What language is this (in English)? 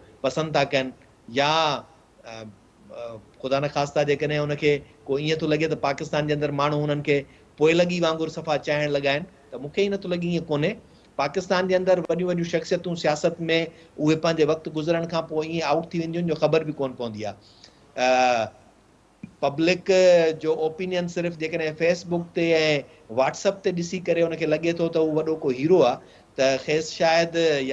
Sindhi